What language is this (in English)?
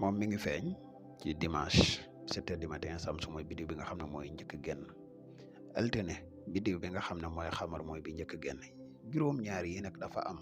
Wolof